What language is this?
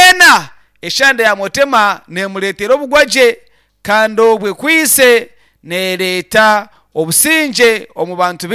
Nyankole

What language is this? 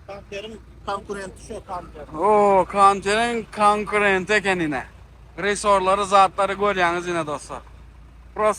Turkmen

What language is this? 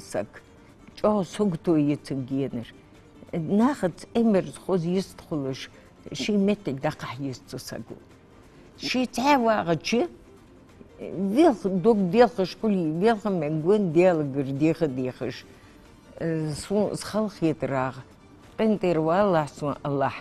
Ingush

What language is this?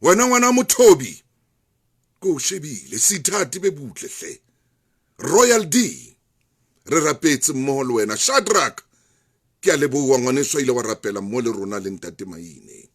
Southern Sotho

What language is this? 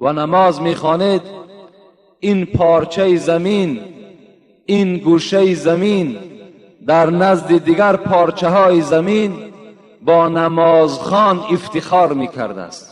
Tajik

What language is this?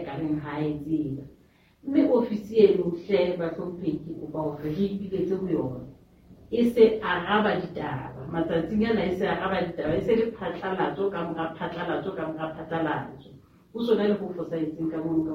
Southern Sotho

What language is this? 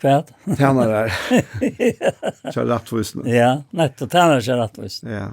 Faroese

